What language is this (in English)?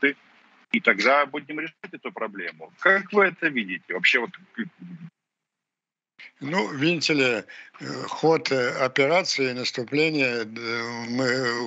Russian